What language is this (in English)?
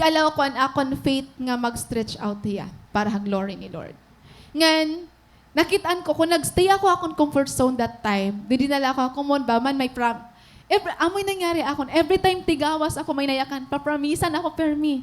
Waray